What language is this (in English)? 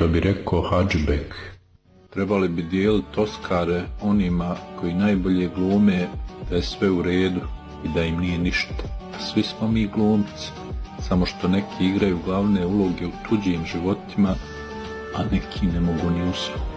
Bosnian